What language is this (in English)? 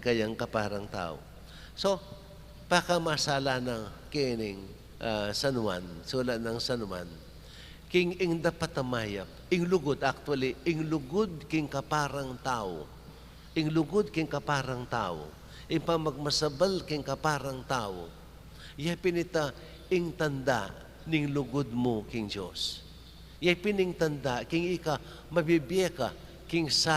Pampanga